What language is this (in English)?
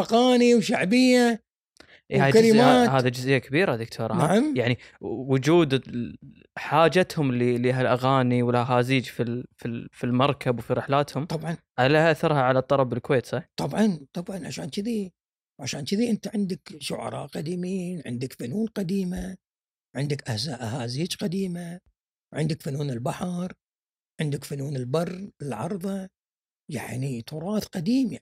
Gulf Arabic